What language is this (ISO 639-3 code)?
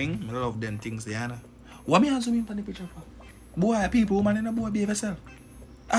jam